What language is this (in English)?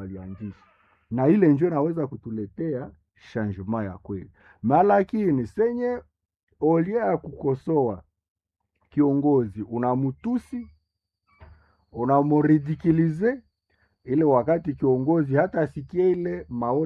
Swahili